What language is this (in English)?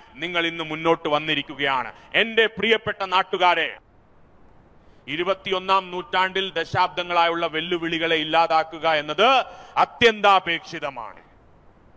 Malayalam